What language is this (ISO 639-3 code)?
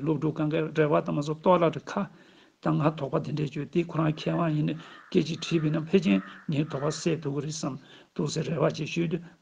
bod